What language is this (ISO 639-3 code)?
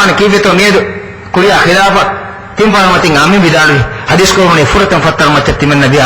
div